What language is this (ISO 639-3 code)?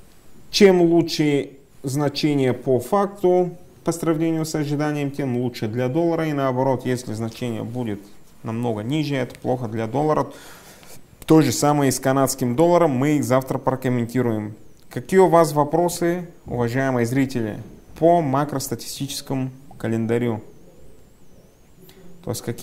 rus